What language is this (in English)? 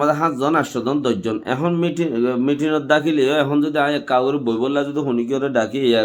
Rohingya